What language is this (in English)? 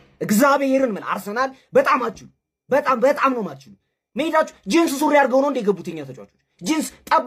Amharic